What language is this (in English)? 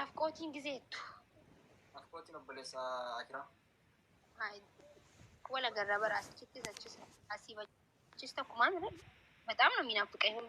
Oromo